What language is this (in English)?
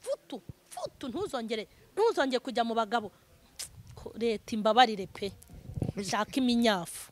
Kinyarwanda